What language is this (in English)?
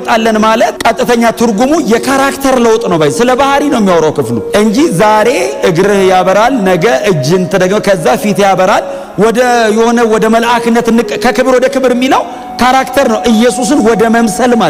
Amharic